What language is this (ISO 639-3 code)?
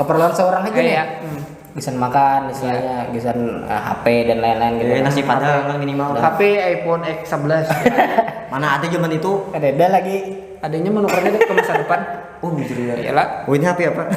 bjn